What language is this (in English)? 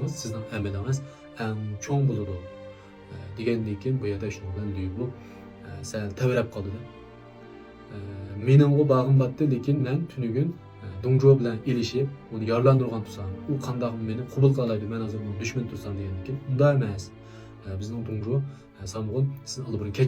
Uyghur